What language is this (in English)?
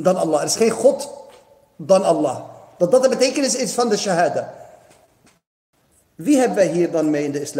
Dutch